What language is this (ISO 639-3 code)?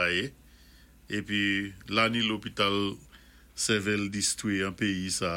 acf